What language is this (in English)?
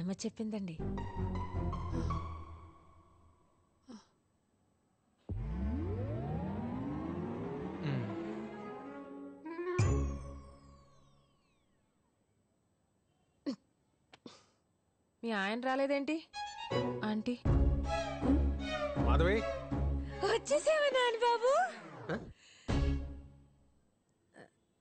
Telugu